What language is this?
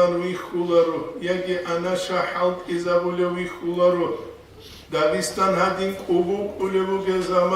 Avaric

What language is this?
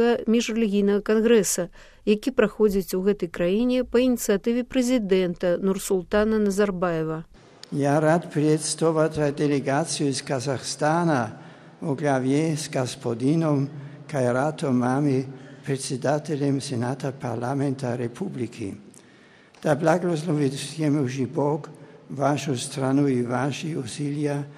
Belarusian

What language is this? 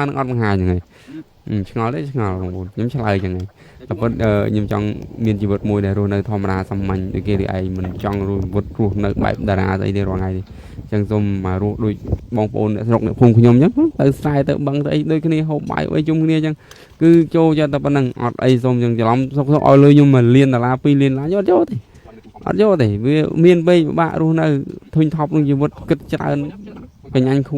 Khmer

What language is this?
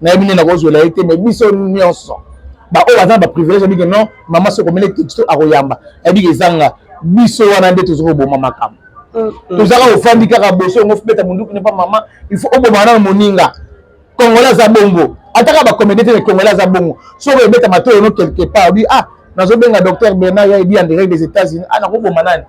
Lingala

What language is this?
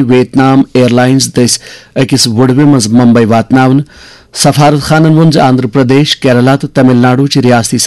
Kashmiri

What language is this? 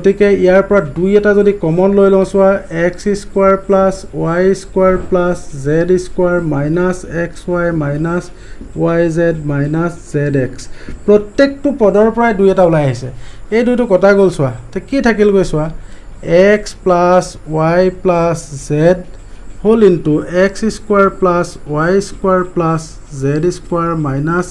Assamese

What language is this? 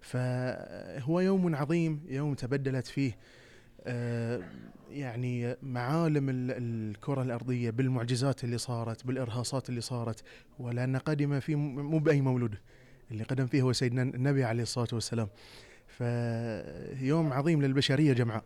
Gulf Arabic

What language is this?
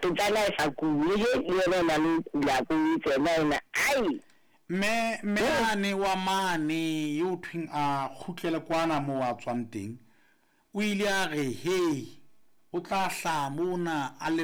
Southern Sotho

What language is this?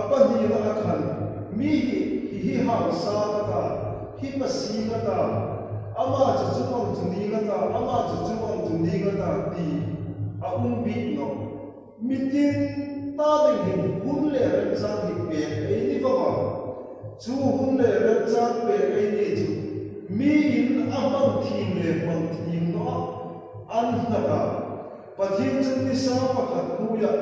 Hmar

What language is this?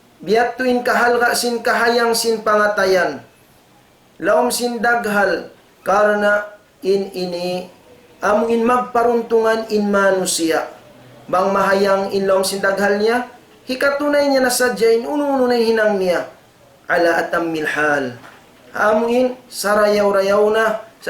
Tausug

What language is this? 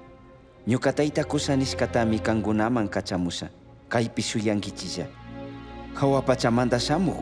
Chimborazo Highland Quichua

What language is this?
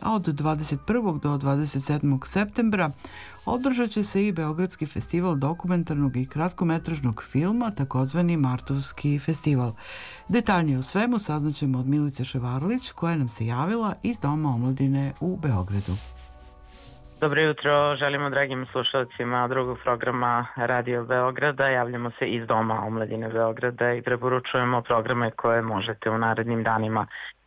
Serbian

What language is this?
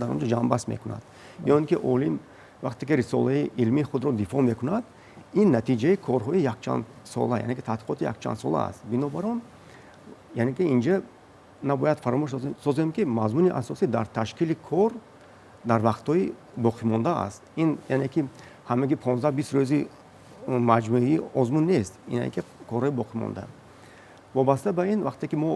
Tajik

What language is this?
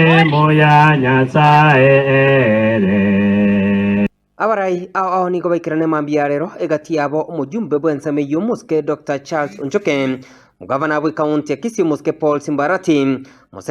Gusii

